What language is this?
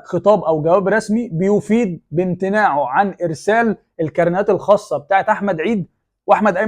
Egyptian Arabic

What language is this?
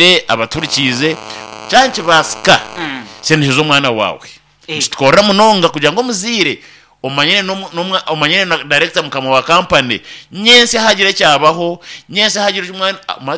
Nyankole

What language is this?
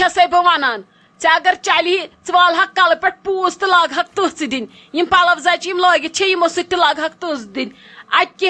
Kashmiri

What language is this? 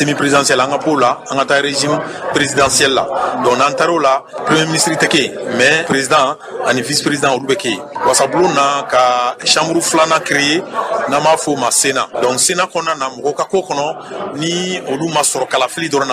Bambara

